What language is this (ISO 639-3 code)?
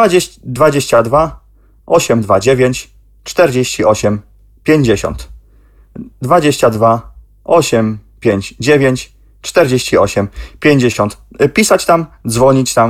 pol